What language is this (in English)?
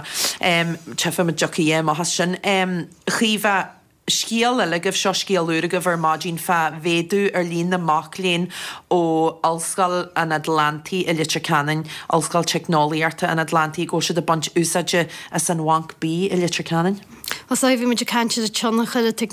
Irish